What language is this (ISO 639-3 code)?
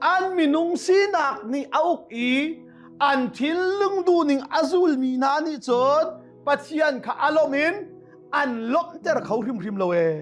cnh